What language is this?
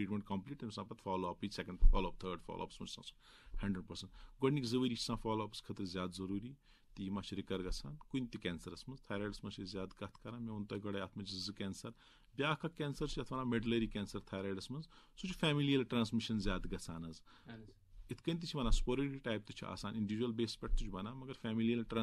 Kashmiri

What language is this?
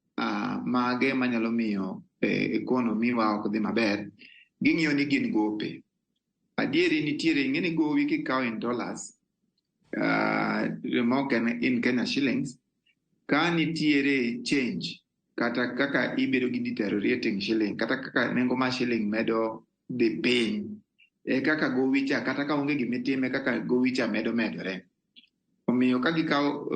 Luo (Kenya and Tanzania)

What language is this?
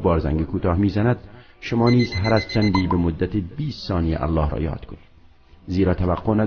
Tajik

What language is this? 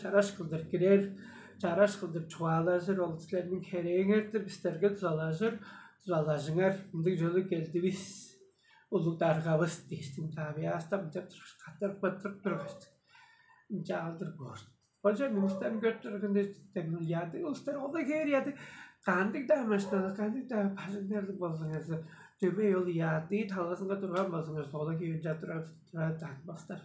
Tuvinian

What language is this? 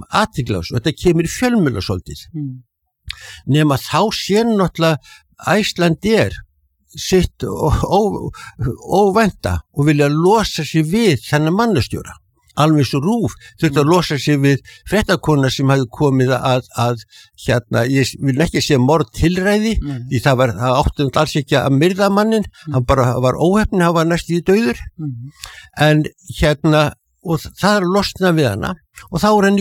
Icelandic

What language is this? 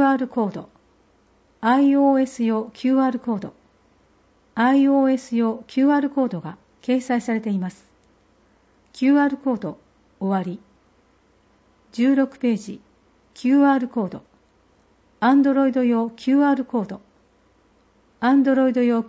Japanese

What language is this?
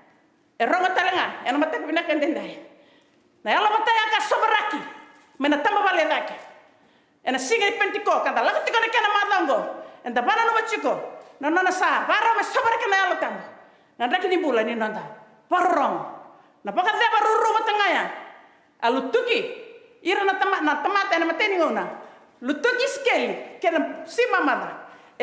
Fijian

